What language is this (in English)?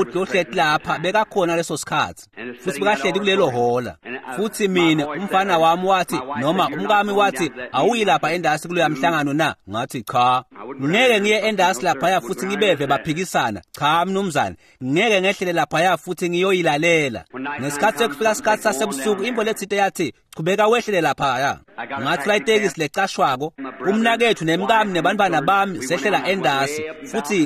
Swati